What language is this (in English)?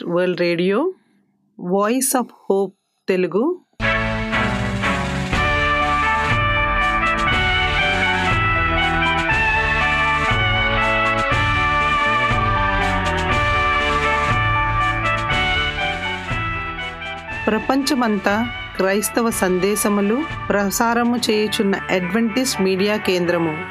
Telugu